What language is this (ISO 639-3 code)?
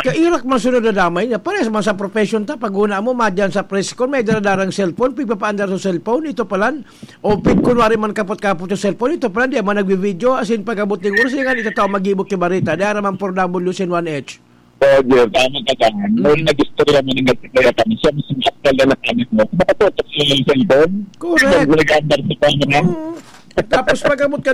bik